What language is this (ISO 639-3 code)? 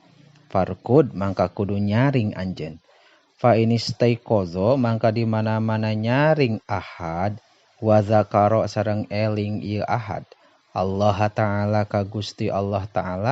sun